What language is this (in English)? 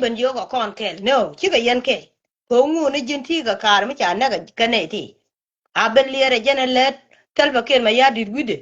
Nuer